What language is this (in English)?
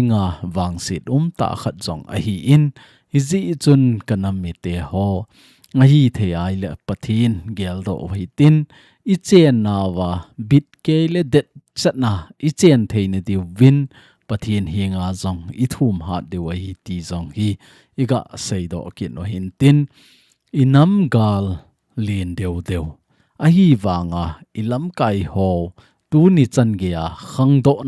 Thado Chin